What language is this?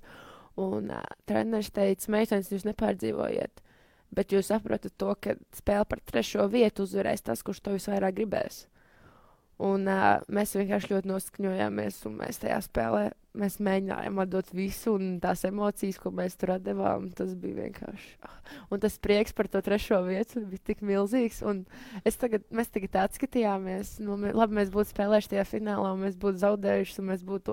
Latvian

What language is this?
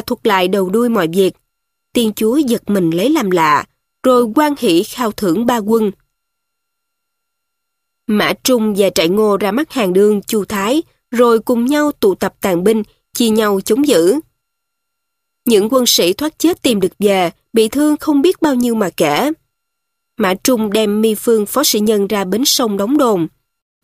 Vietnamese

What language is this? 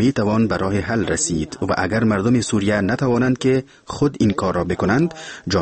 Persian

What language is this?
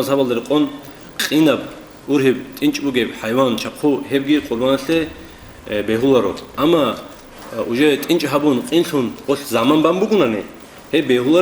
Avaric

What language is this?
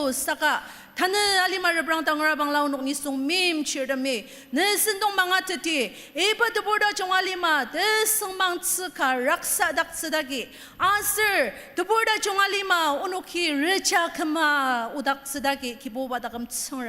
Ao Naga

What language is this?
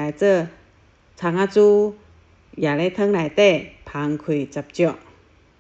Min Nan Chinese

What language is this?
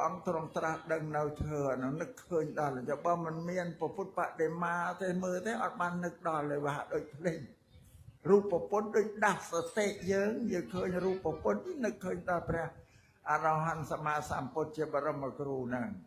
Khmer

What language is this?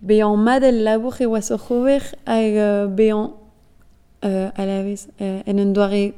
Breton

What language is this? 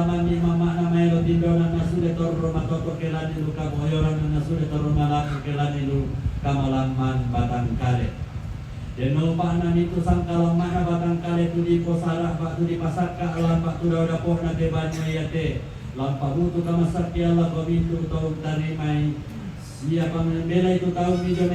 Toraja-Sa'dan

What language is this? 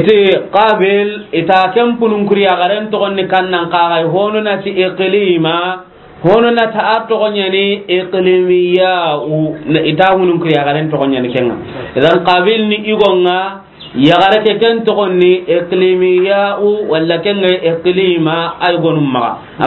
Soninke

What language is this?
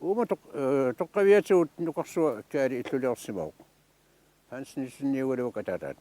Kalaallisut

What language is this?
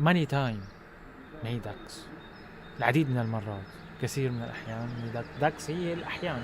North Levantine Arabic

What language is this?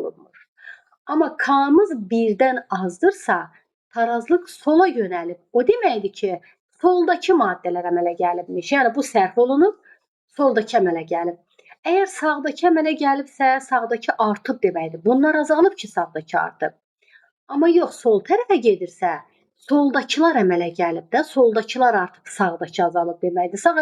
Azerbaijani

